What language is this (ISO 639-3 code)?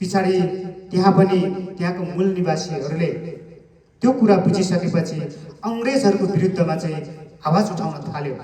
nep